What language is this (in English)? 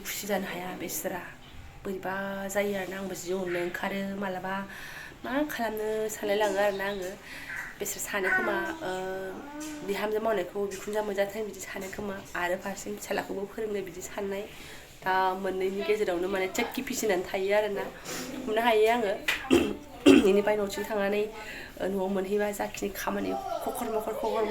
Bodo